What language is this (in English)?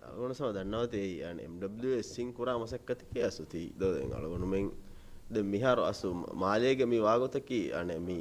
Divehi